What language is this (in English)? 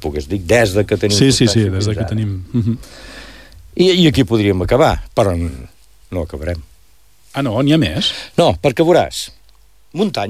Catalan